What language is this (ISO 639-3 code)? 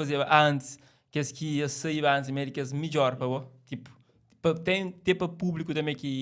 kea